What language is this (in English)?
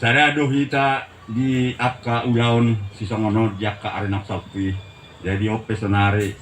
Batak Toba